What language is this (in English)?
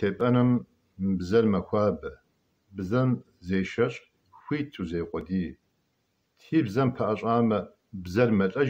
Kabardian